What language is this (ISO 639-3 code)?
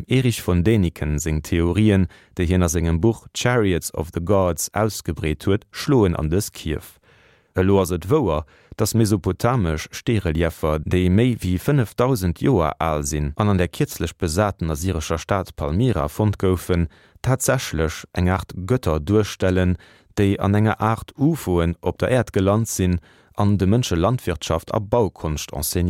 ltz